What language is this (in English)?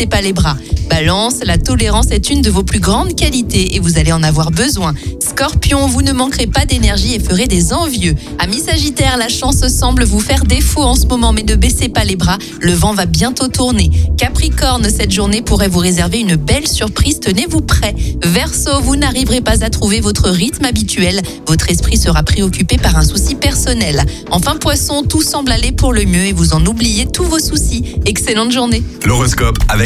French